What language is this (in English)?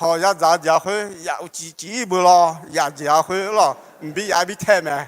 Akha